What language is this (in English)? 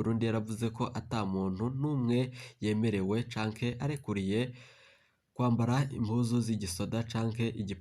Rundi